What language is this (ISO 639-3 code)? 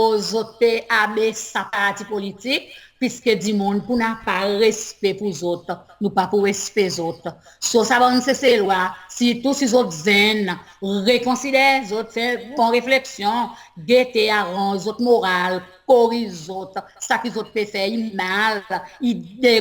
crs